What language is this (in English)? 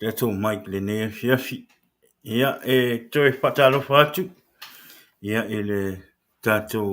Samoan